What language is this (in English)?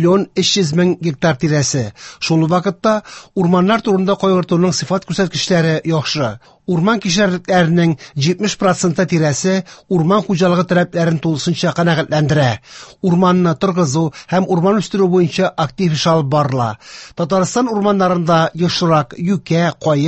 Tatar